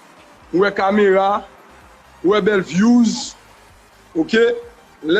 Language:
Haitian Creole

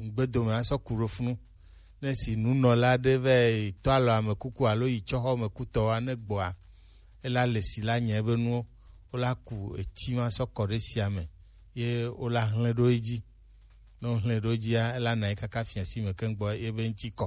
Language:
Gen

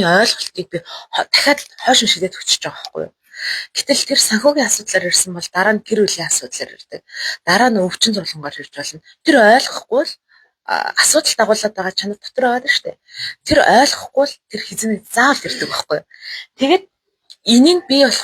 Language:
Mongolian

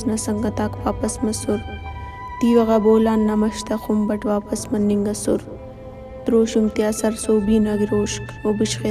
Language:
Brahui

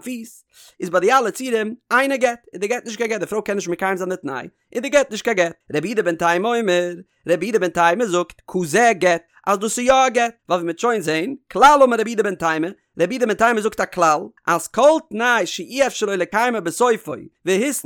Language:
Yiddish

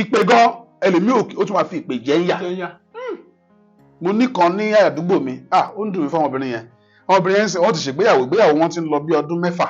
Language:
Yoruba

